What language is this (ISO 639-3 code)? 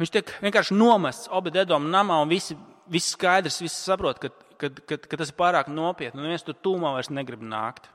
lav